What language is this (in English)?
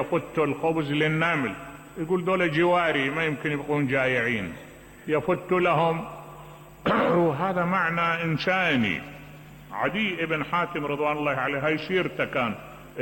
Mesopotamian Arabic